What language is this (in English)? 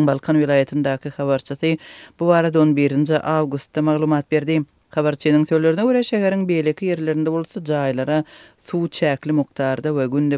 Turkmen